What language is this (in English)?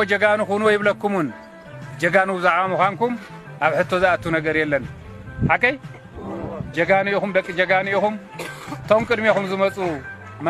Tigrinya